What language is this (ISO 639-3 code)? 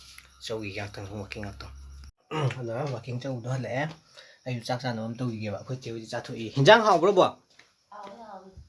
mni